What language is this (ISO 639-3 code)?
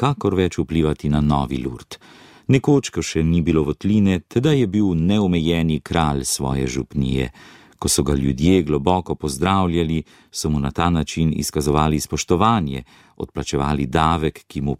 slv